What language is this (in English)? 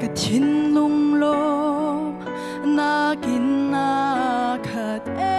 Hakha Chin